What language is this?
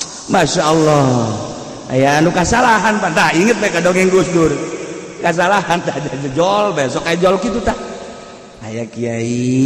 Sundanese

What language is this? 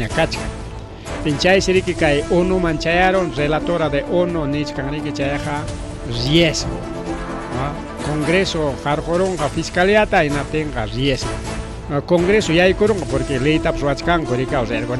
Ayacucho Quechua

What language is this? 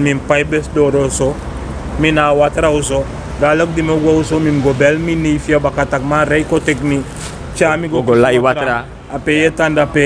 Sranan Tongo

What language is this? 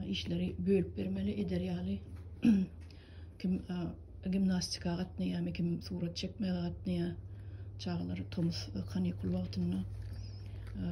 Turkmen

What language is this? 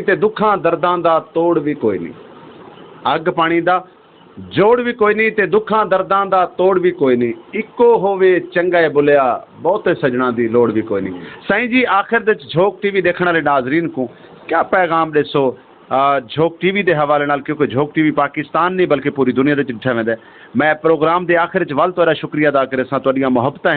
Saraiki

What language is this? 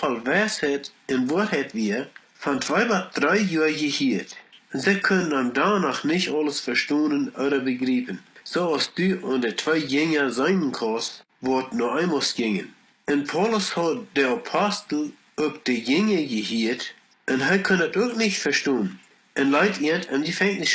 Plautdietsch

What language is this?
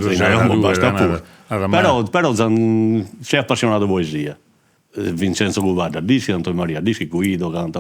Sardinian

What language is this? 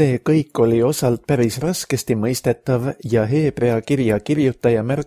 Estonian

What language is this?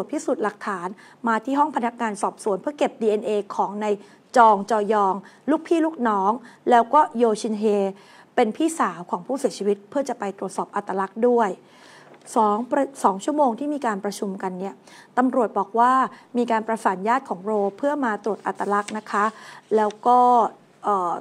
Thai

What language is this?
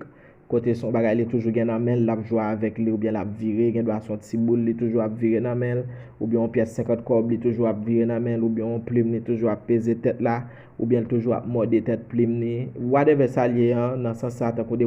Haitian Creole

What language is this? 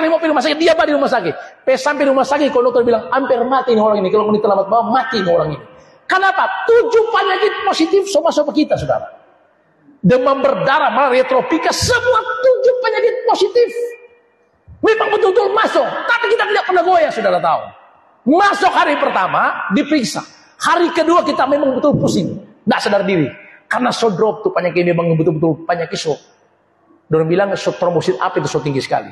Indonesian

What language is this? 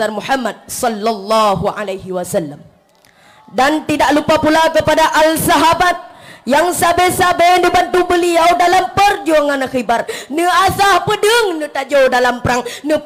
Achinese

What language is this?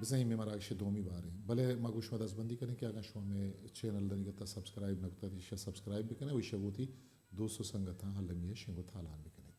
Eastern Balochi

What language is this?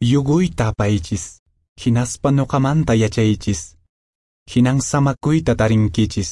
Quechua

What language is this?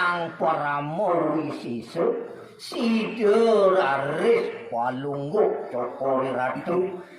Balinese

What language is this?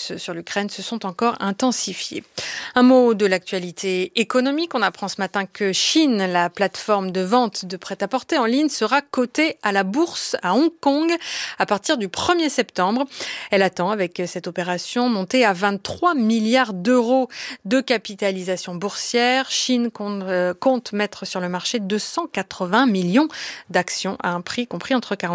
French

